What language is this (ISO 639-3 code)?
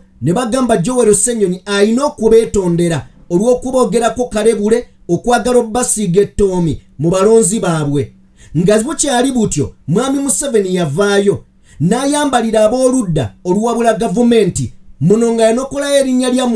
lug